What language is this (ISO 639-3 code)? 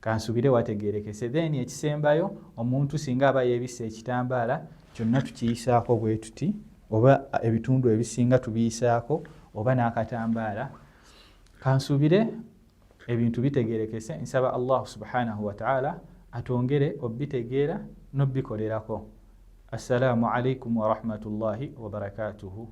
lug